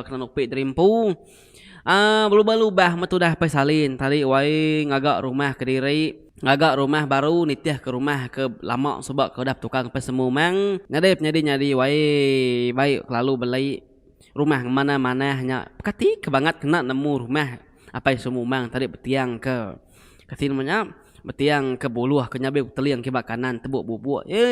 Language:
Iban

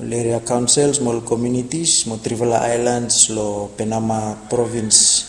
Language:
Bislama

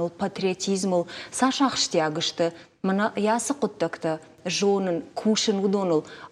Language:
Ossetic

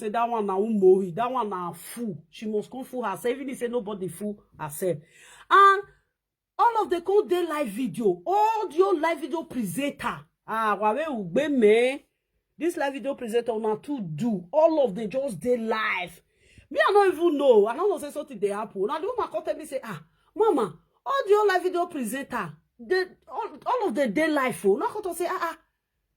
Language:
Nigerian Pidgin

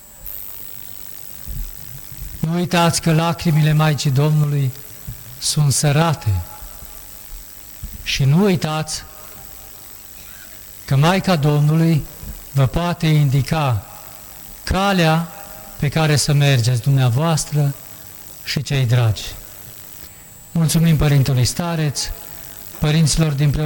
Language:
Romanian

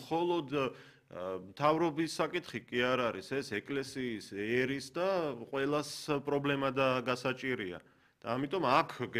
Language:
Georgian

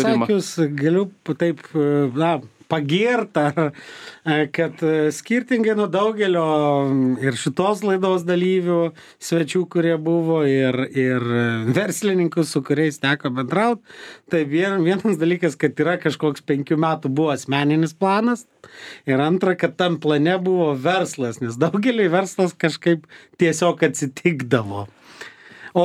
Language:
Lithuanian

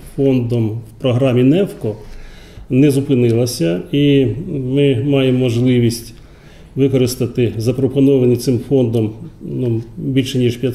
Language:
Ukrainian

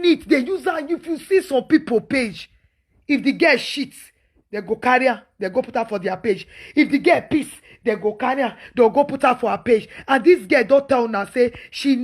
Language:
Nigerian Pidgin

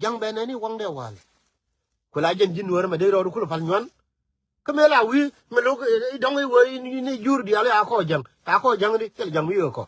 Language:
Nuer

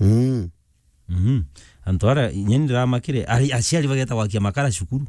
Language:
Meru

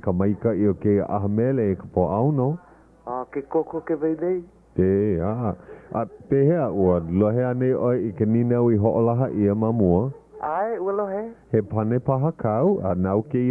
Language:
Hawaiian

